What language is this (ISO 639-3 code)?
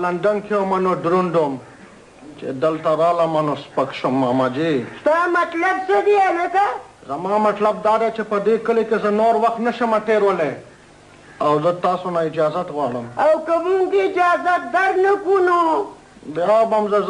pus